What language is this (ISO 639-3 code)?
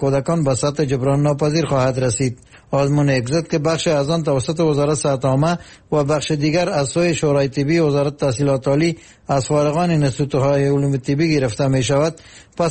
fas